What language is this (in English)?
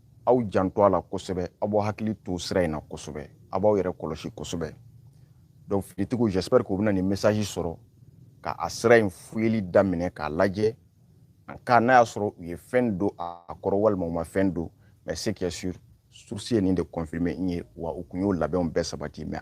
Bambara